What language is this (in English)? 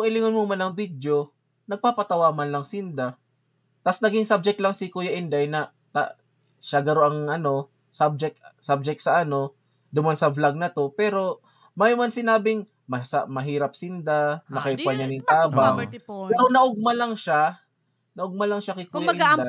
Bikol